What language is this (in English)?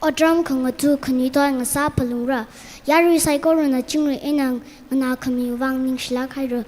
Tangkhul Naga (India)